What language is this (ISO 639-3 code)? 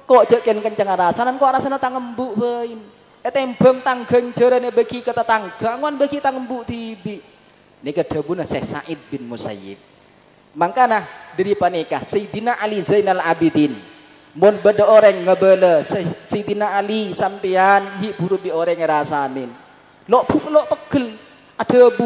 mad